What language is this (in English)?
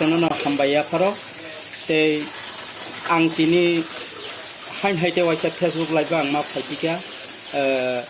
Kok Borok